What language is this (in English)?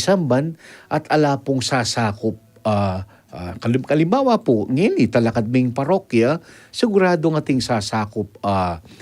Pampanga